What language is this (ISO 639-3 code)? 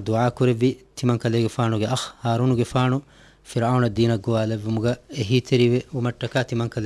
div